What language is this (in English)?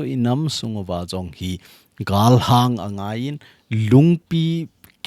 Thado Chin